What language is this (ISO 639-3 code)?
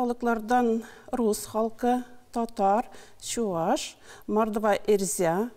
tat